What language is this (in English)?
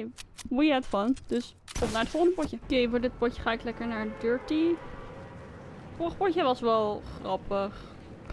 Dutch